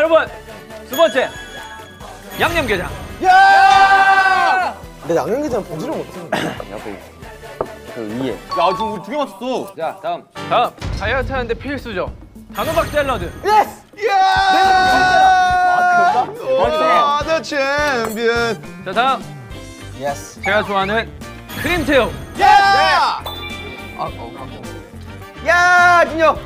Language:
Korean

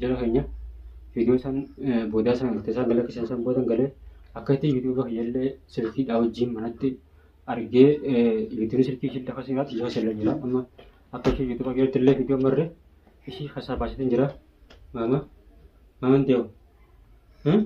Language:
Oromo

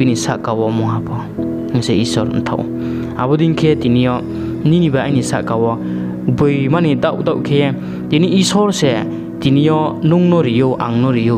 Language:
Riang (India)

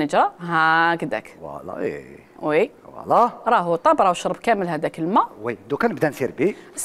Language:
Algerian Arabic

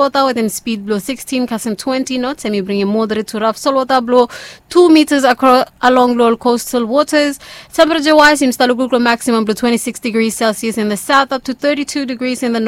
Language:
Bislama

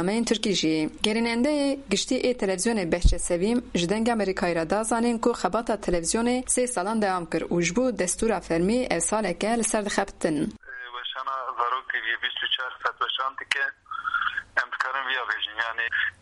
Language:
Kurdish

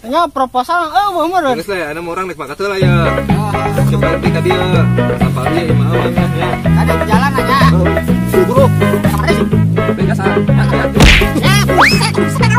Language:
Sundanese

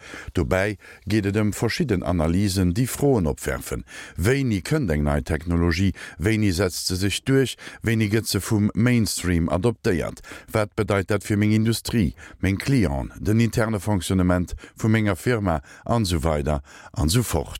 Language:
Luxembourgish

